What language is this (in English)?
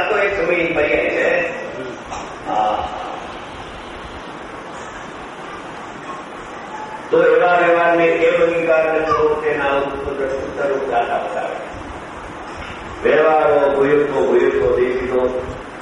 Gujarati